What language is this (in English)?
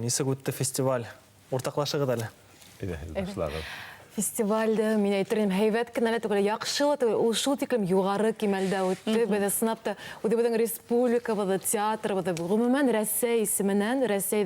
Bashkir